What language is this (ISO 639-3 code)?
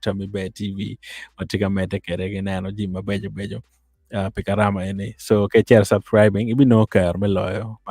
ach